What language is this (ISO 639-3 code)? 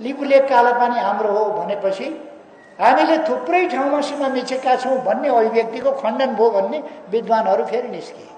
nep